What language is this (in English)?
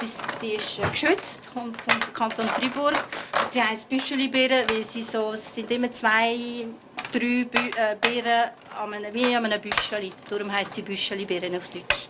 Swiss German